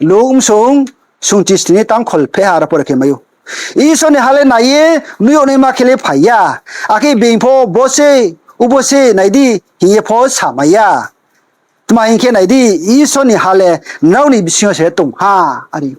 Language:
Riang (India)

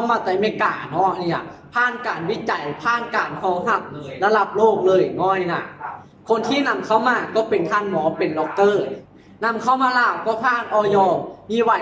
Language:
Lao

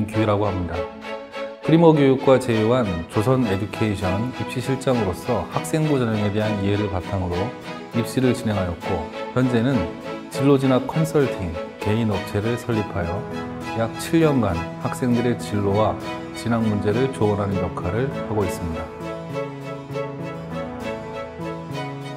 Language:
Korean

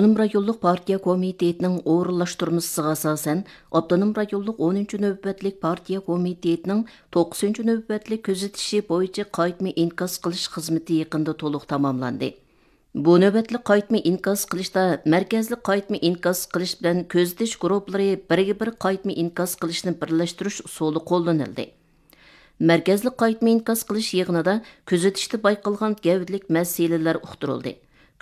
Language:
Uyghur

